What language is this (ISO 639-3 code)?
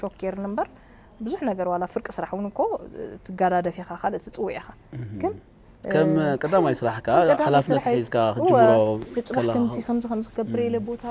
tir